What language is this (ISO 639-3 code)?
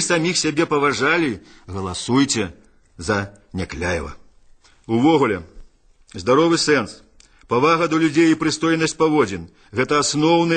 bel